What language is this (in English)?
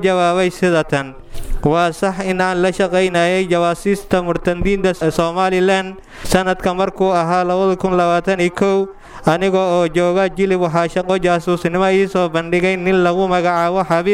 Somali